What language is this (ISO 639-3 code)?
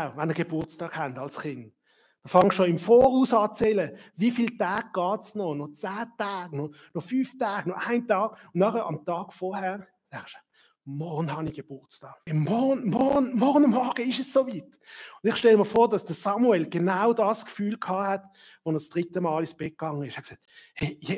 gsw